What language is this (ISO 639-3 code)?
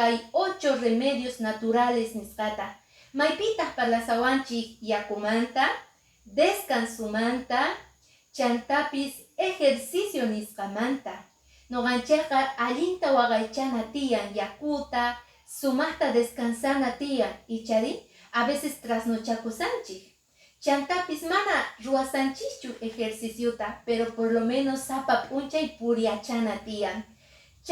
que